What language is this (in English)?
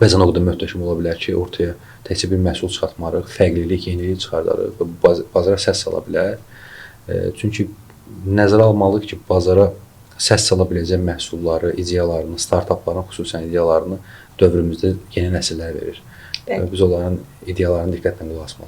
Azerbaijani